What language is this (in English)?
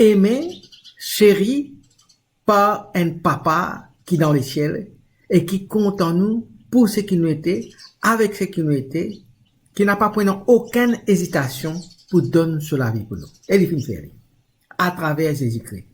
Morisyen